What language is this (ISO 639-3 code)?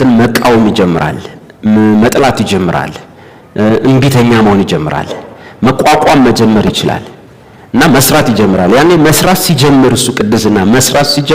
amh